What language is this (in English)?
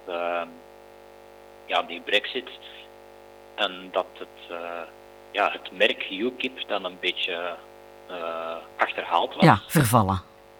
Dutch